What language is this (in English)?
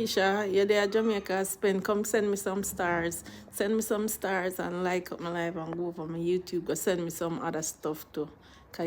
Jamaican Creole English